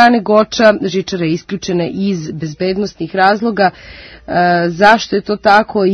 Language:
Serbian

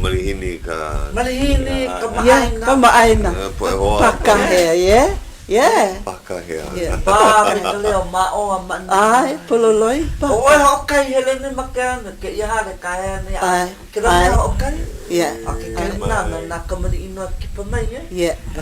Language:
Hawaiian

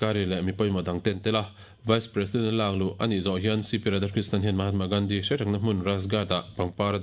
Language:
Mizo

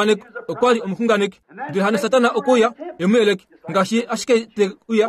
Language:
Kuanyama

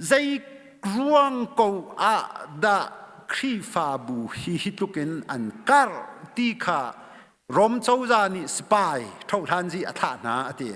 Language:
Hakha Chin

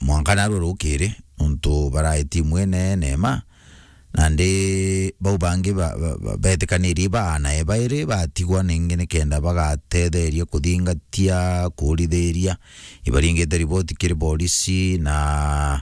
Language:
Meru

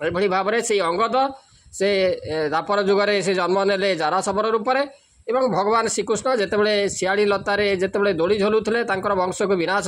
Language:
Odia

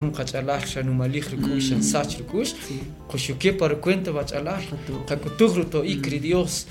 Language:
Kaqchikel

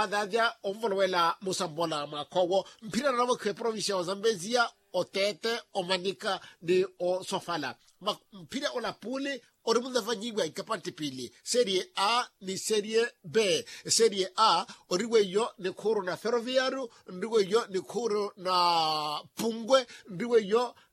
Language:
Makhuwa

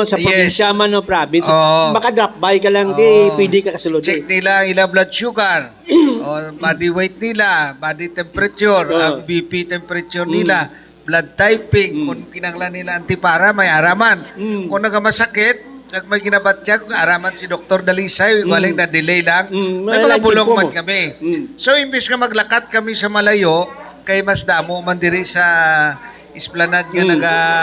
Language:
Hiligaynon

